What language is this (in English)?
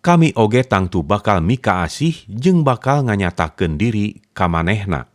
Sundanese